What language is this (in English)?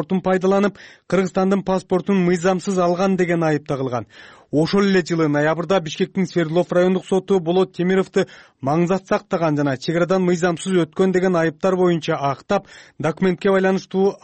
Kyrgyz